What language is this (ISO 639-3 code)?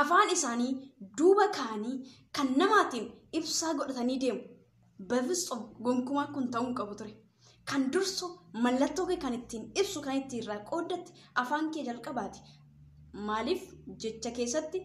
orm